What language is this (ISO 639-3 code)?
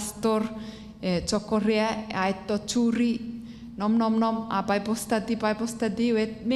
chk